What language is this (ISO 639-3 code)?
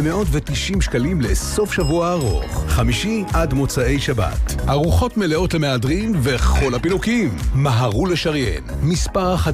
heb